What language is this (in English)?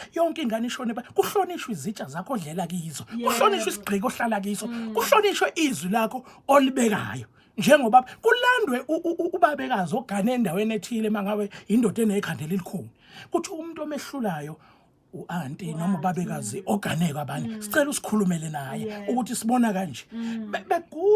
Zulu